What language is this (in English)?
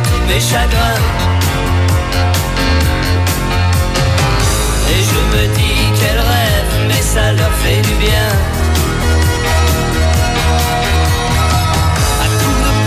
French